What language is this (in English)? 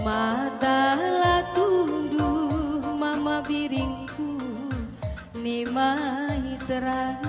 Batak Karo